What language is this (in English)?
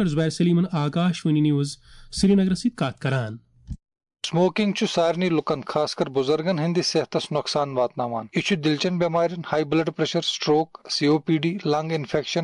Kashmiri